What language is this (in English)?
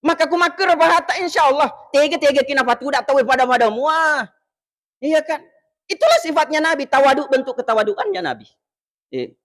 Buginese